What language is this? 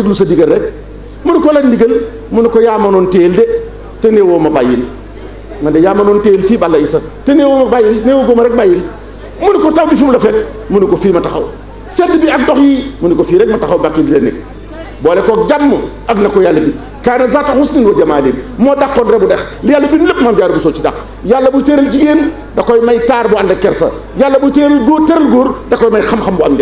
Wolof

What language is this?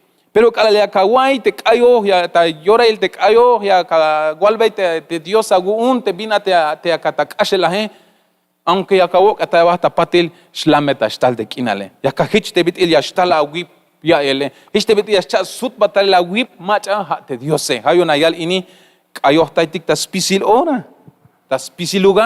Tzeltal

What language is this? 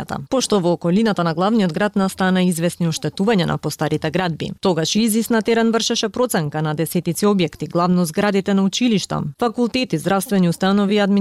Macedonian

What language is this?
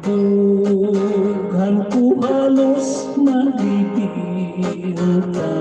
Hiligaynon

